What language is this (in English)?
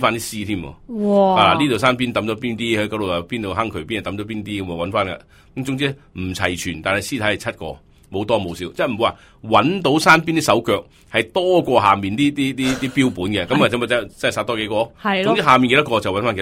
Cantonese